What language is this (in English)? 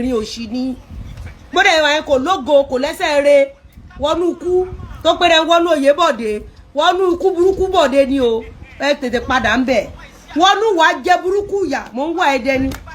Yoruba